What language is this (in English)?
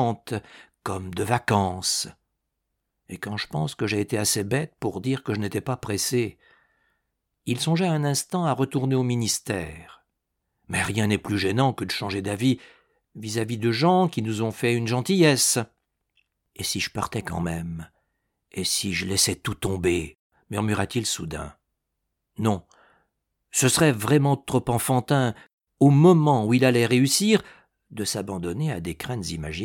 French